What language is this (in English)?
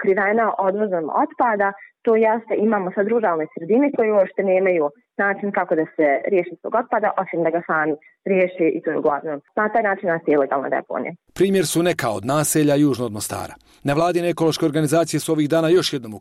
Bosnian